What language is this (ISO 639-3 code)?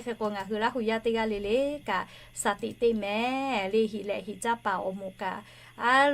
lhu